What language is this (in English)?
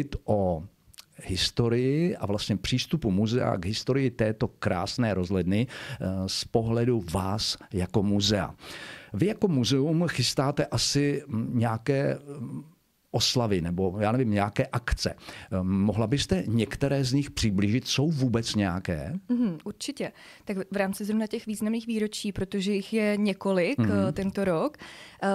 Czech